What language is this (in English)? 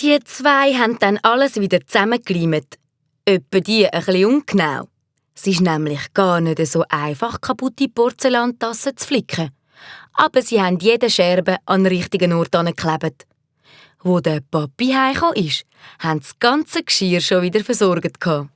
Swiss German